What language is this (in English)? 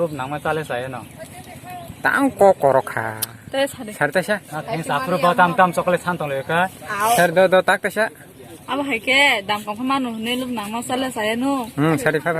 Kok Borok